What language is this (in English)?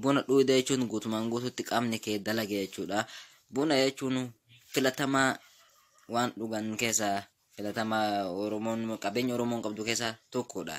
Oromo